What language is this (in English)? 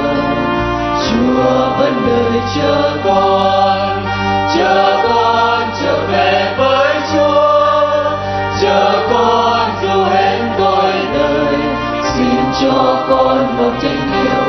Vietnamese